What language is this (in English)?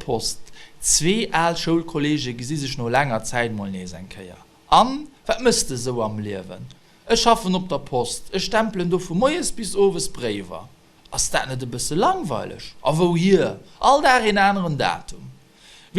Luxembourgish